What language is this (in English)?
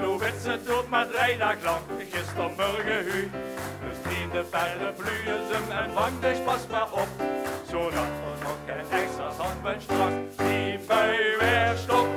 Limburgish